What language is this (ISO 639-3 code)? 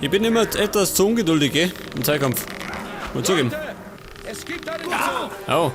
bar